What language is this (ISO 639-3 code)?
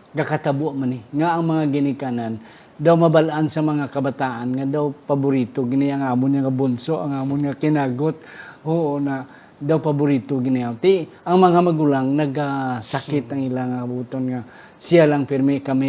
hil